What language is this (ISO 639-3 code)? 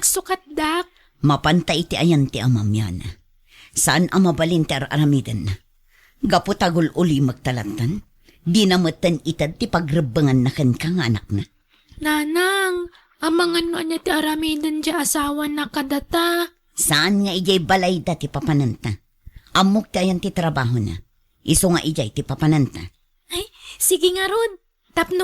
ilo